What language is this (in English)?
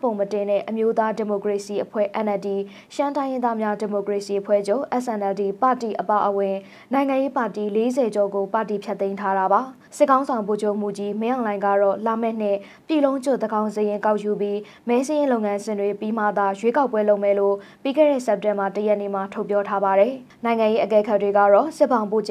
Burmese